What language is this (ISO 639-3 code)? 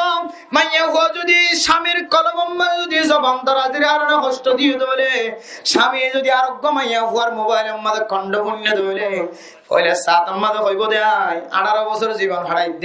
rhg